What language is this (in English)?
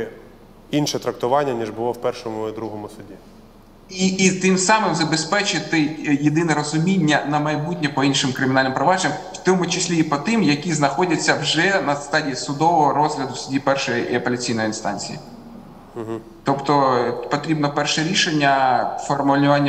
Ukrainian